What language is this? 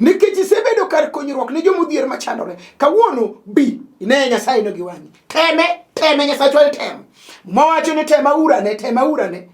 Luo (Kenya and Tanzania)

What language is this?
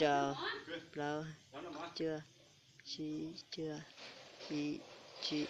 Hmong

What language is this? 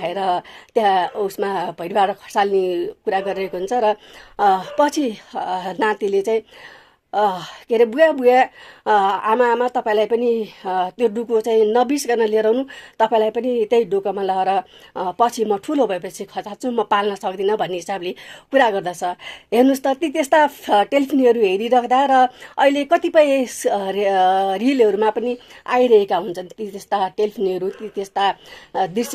Nepali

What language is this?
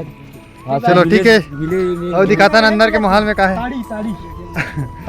Chhattisgarhi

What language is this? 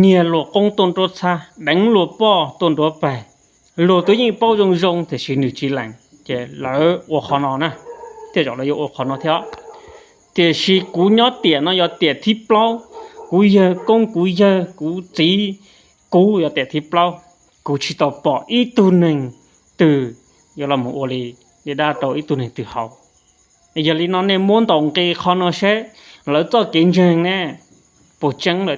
Hmong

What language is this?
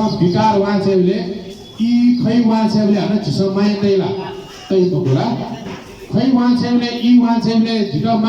Newari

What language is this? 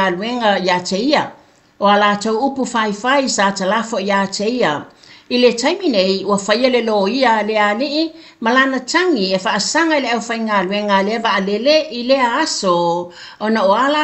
Samoan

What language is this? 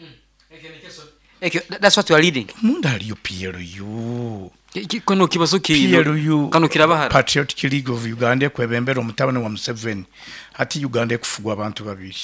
Nyoro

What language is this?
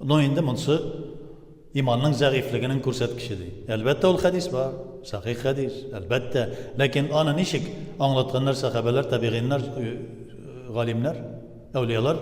Tatar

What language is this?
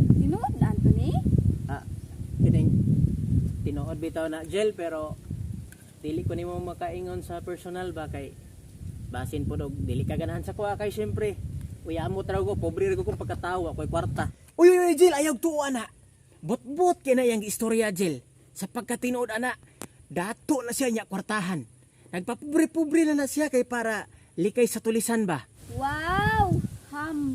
Cebuano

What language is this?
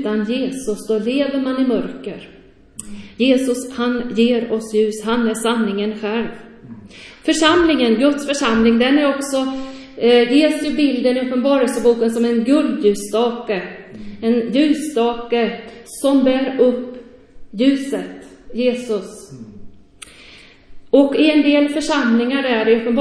Swedish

